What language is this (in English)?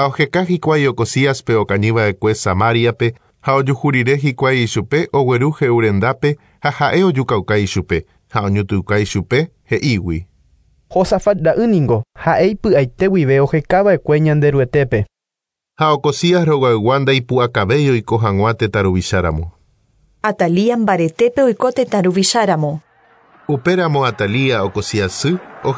Guarani